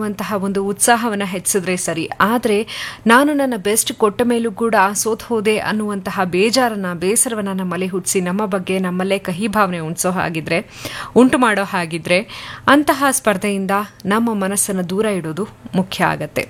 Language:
Kannada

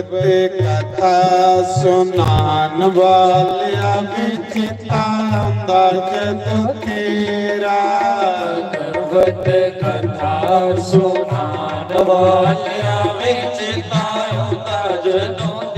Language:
Dogri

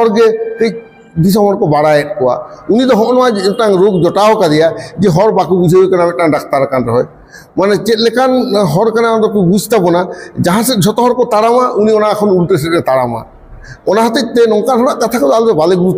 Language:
Santali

